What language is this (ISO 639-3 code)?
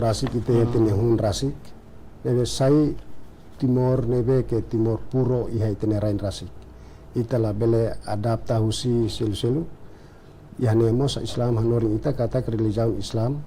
tet